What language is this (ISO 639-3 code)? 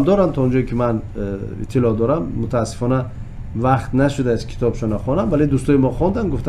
tgk